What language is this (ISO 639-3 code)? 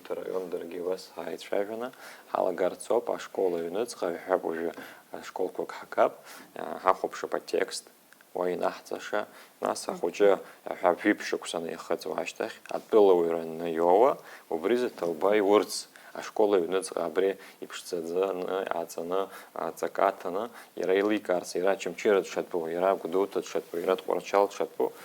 abk